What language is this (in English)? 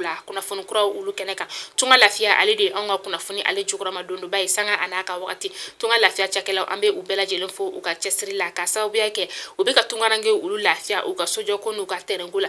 Bambara